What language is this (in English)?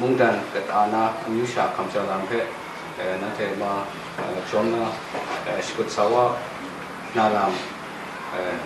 Kachin